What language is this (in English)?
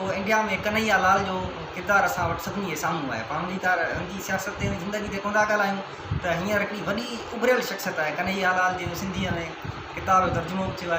Sindhi